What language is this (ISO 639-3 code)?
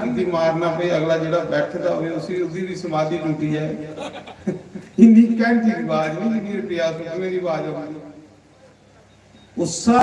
doi